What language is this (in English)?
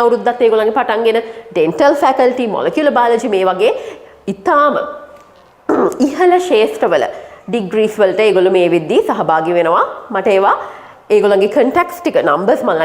Sinhala